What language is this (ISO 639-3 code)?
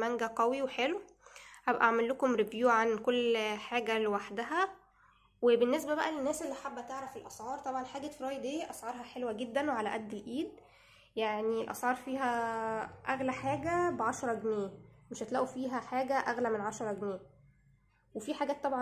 arz